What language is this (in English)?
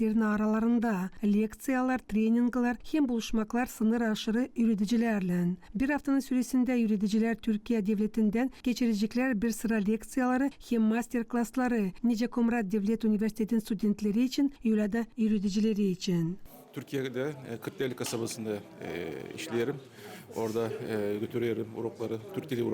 Gagauz